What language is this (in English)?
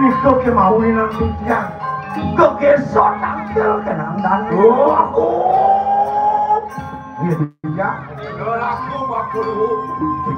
Balinese